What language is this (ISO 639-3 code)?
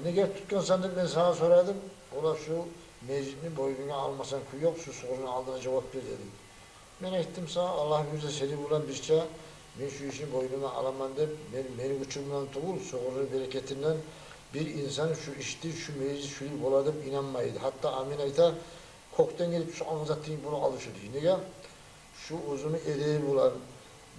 kum